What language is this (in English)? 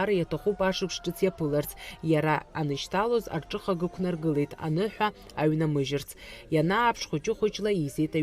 Abkhazian